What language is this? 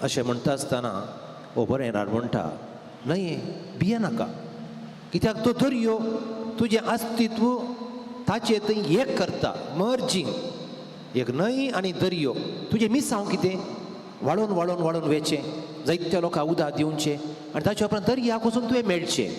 Konkani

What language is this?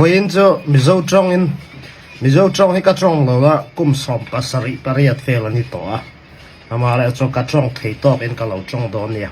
Falam Chin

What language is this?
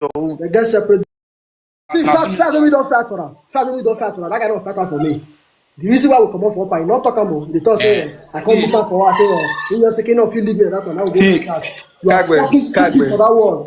Nigerian Pidgin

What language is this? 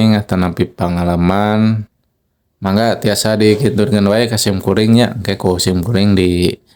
Sundanese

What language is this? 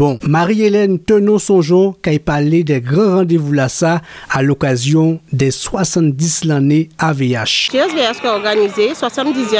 Guadeloupean Creole French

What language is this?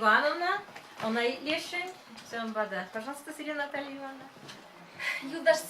Chuvash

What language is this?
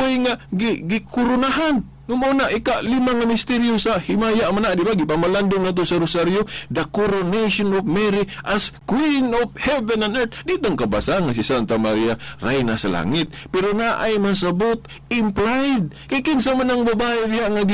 Cebuano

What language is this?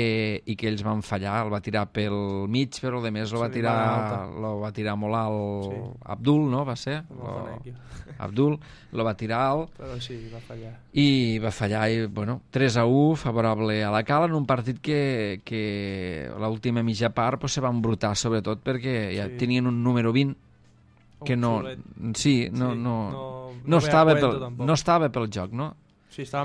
Catalan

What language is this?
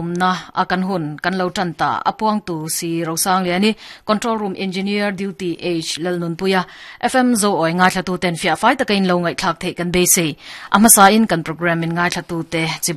Mizo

